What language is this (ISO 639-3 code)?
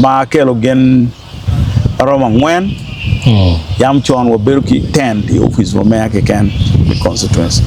ach